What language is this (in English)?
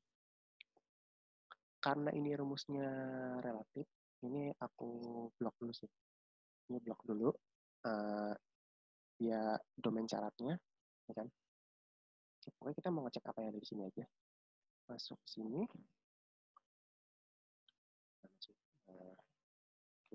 Indonesian